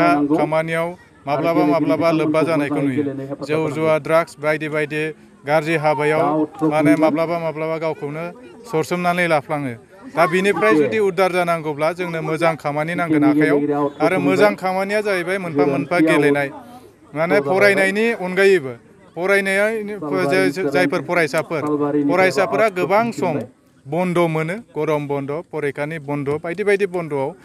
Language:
Bodo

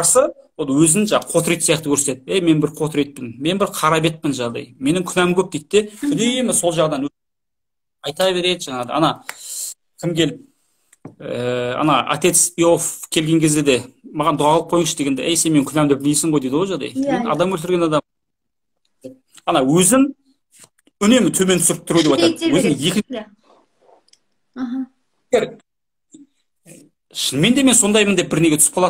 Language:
Kazakh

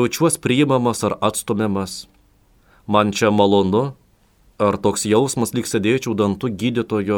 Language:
Lithuanian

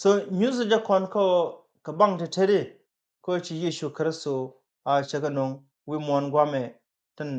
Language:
Nuer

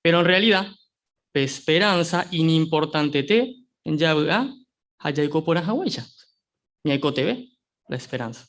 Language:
Guarani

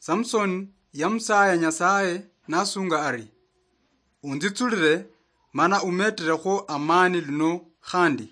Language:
Luyia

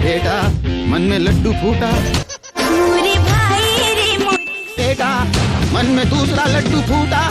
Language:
Chhattisgarhi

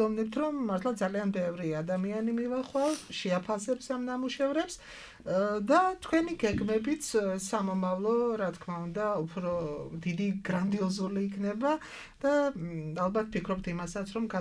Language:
Georgian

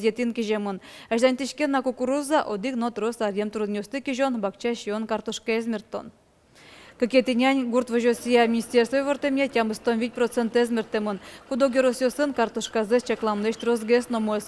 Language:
Udmurt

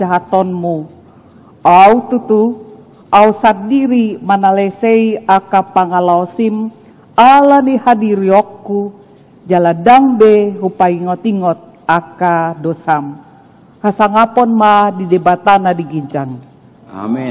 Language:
Batak Toba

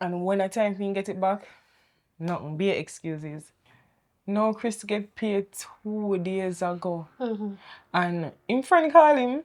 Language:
Jamaican Creole English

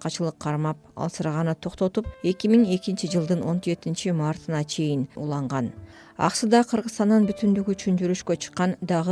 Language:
Kyrgyz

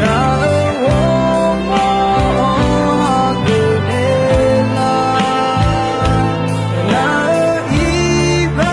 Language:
Akha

